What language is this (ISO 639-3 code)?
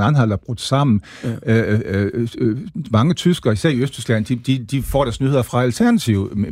dan